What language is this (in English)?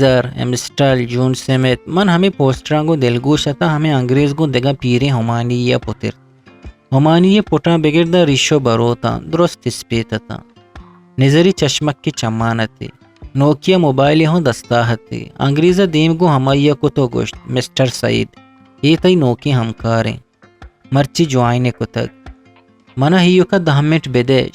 Eastern Balochi